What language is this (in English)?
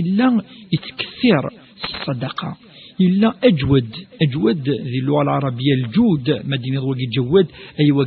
Kabyle